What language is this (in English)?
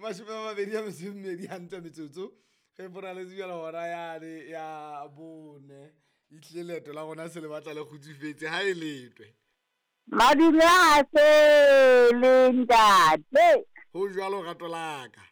Southern Sotho